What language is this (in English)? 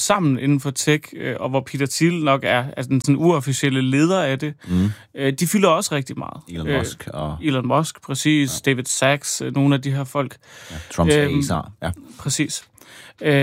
Danish